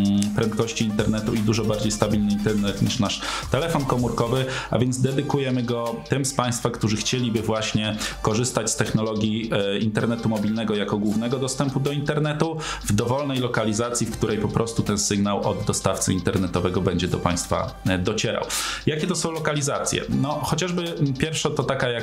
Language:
Polish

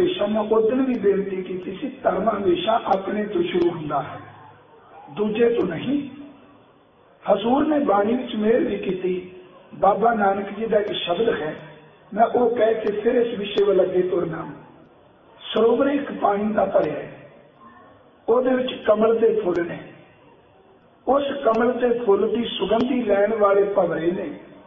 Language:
Punjabi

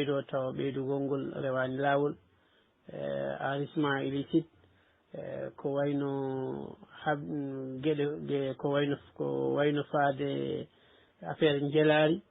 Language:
Fula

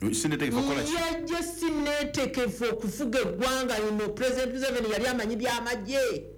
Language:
Ganda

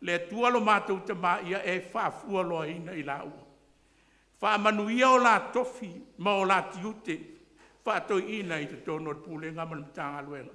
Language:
Samoan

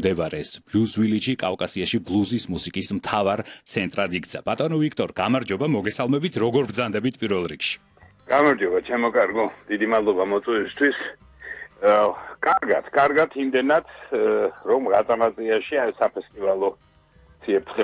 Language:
Georgian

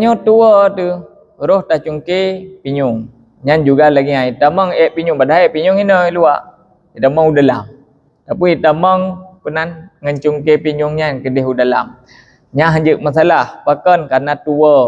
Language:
Achinese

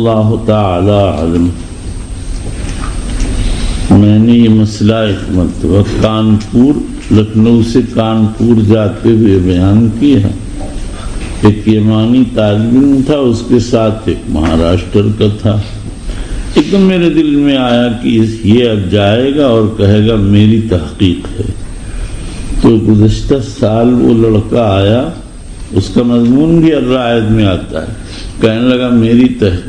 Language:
Urdu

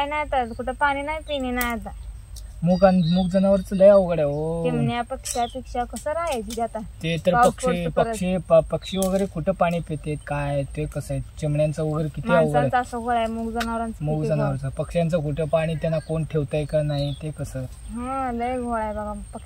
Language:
Marathi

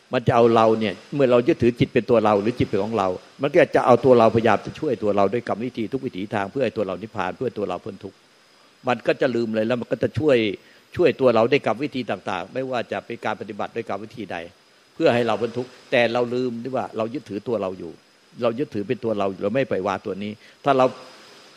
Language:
Thai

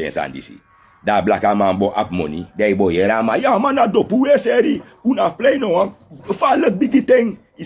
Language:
Sranan Tongo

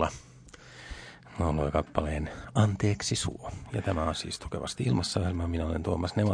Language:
Finnish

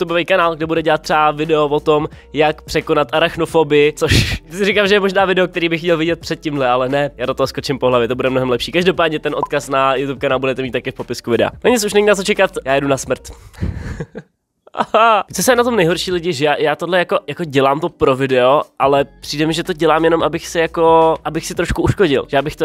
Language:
Czech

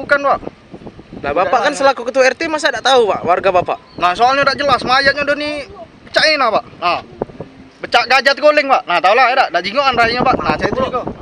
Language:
Musi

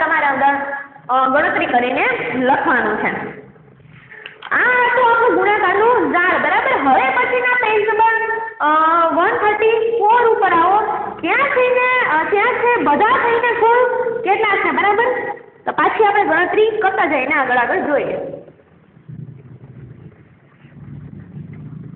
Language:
Gujarati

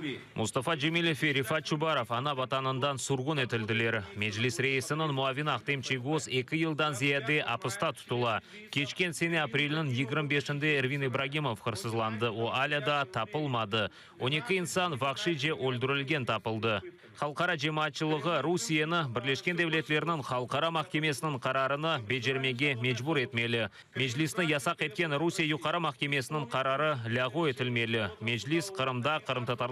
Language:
Crimean Tatar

